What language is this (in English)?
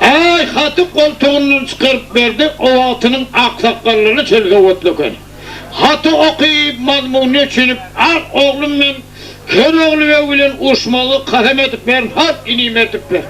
Turkmen